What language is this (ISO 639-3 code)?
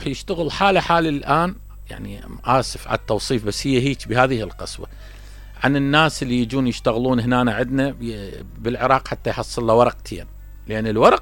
acm